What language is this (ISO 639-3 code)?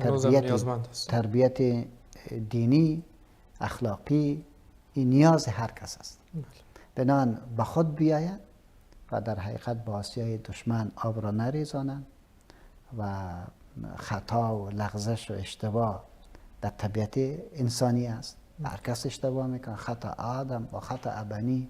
fas